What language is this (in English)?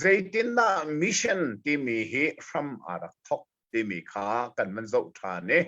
Hakha Chin